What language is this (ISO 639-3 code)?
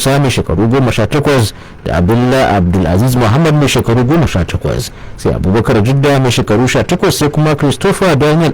hau